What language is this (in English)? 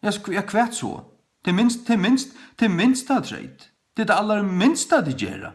Faroese